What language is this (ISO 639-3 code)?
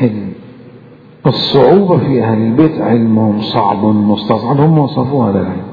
acm